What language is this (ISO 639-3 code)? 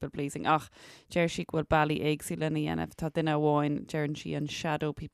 gle